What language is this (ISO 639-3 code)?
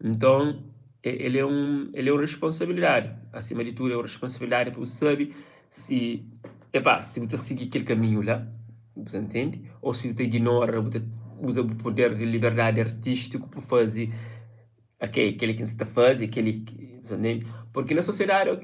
kea